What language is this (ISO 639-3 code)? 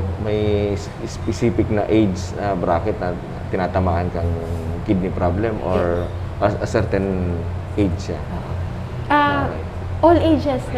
bik